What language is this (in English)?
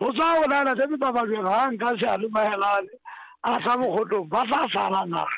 Southern Sotho